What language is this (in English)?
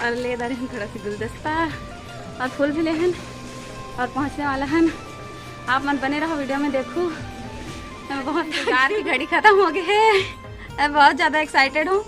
Chhattisgarhi